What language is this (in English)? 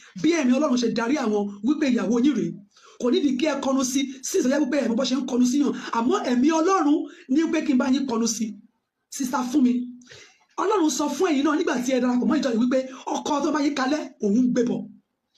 Yoruba